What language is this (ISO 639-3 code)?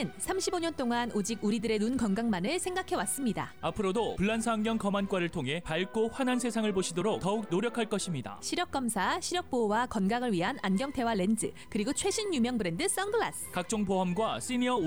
kor